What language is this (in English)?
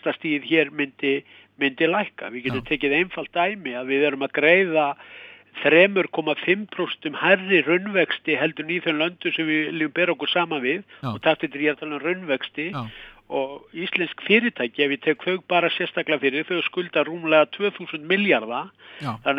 Icelandic